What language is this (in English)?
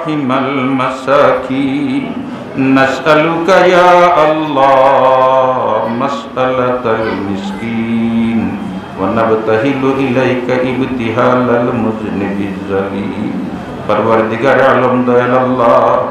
Sylheti